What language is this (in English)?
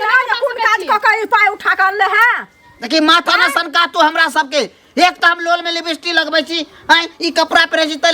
Maithili